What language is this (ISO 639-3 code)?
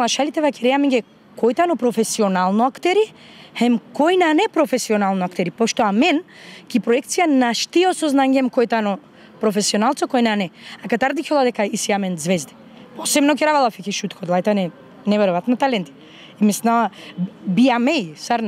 mkd